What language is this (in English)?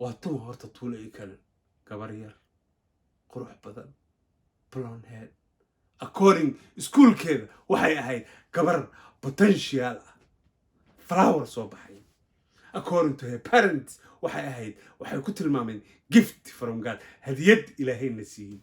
Somali